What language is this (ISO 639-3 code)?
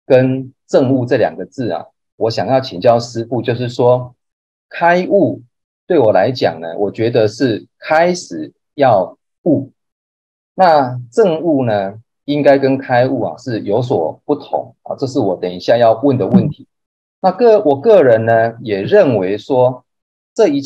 zho